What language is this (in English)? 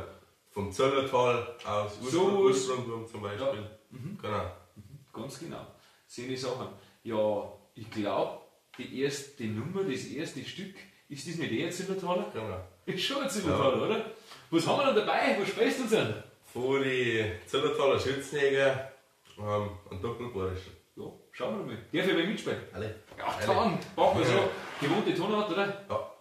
Bavarian